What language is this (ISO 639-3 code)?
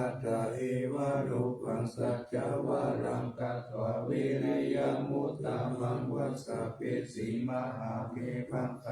pli